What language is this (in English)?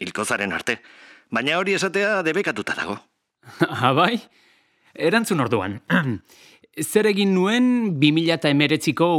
Basque